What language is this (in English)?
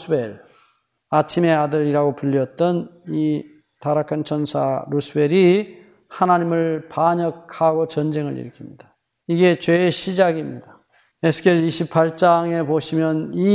Korean